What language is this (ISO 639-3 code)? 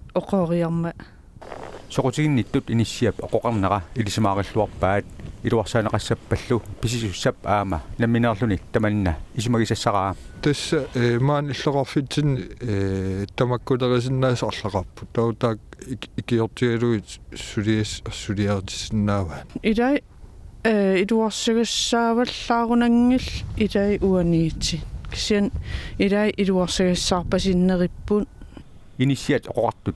kal